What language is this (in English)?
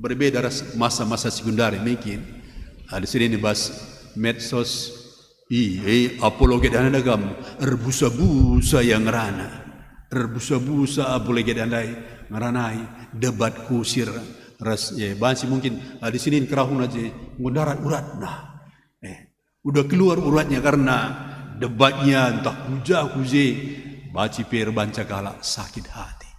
Batak Karo